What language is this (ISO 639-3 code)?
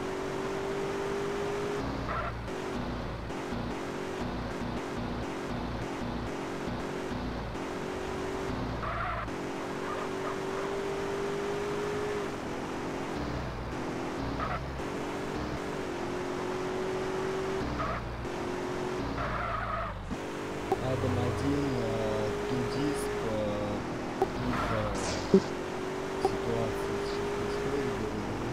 rus